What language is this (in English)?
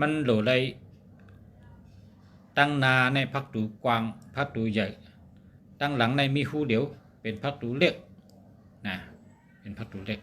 Shan